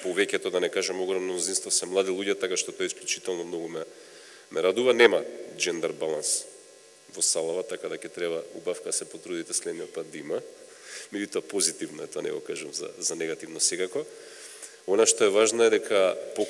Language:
Macedonian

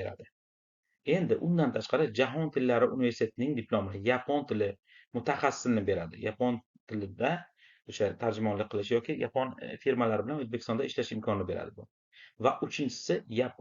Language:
Uzbek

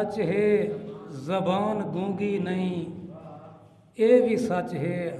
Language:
Saraiki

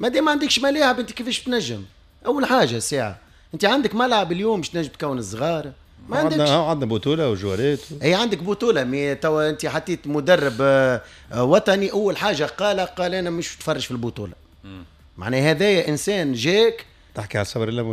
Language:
Tunisian Arabic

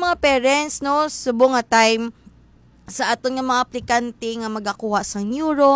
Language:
Hiligaynon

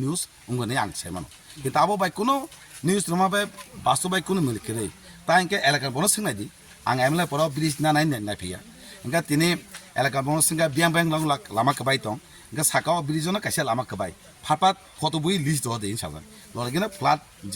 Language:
Kok Borok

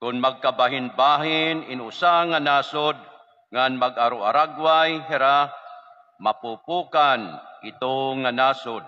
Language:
Waray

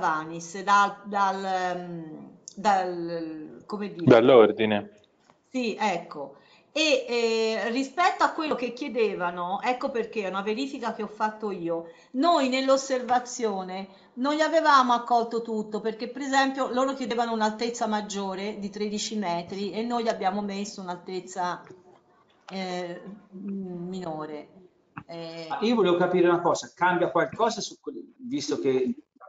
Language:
Italian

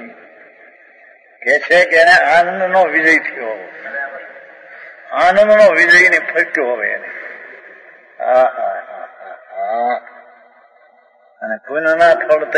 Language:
Gujarati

